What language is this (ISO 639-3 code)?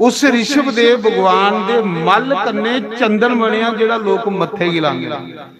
doi